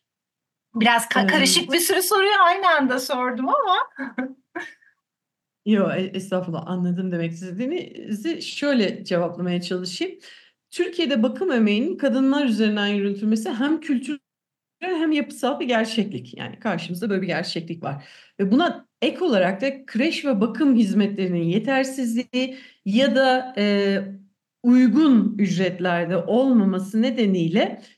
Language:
Turkish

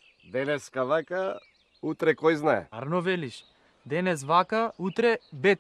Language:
Macedonian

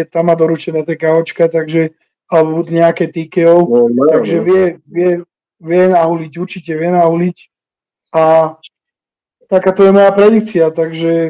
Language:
Slovak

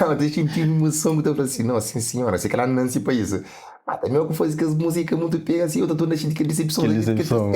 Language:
Kabuverdianu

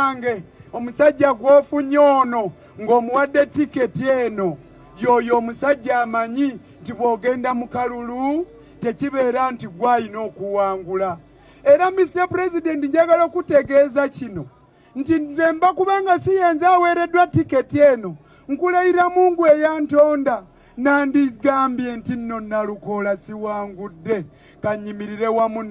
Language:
Ganda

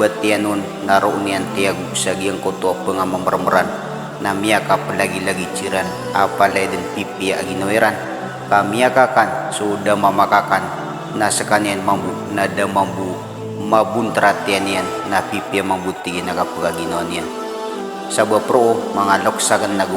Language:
Maranao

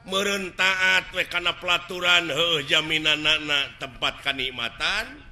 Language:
Sundanese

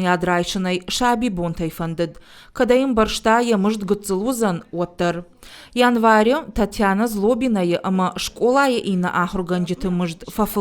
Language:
Ossetic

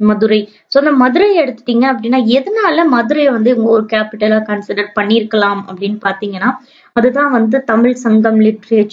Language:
Tamil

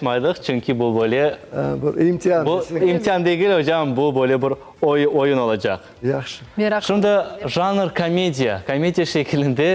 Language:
Crimean Tatar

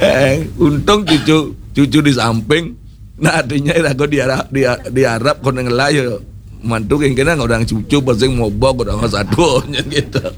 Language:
Balinese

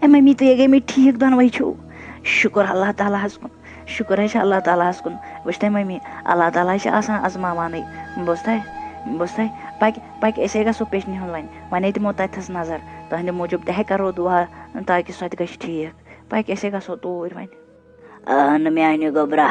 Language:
Kashmiri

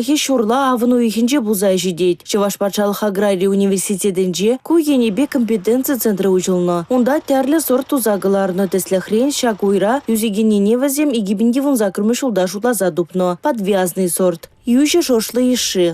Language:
Chuvash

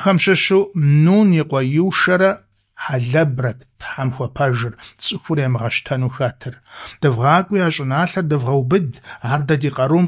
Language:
Kabardian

